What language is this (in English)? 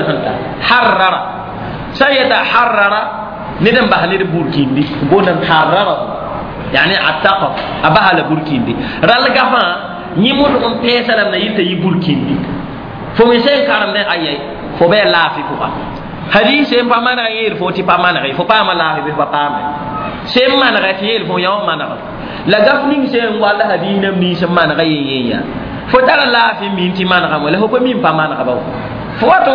Mossi